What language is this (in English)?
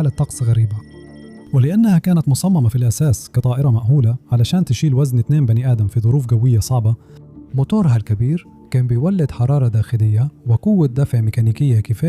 Egyptian Arabic